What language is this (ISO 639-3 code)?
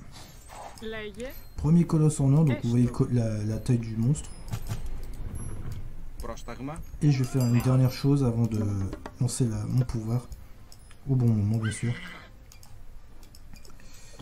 fra